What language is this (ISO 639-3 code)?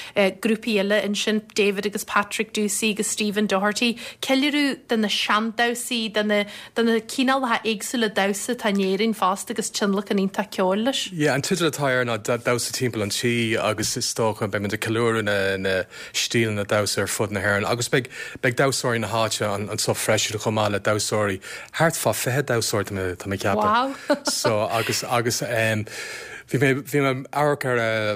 gle